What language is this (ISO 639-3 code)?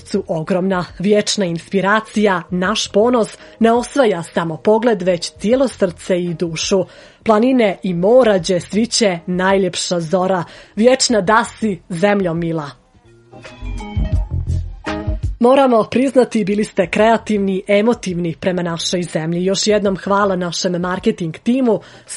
srp